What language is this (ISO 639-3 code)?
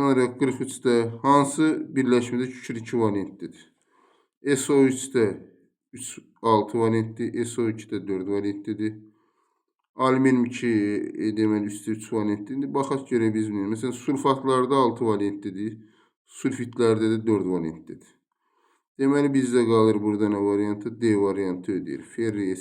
aze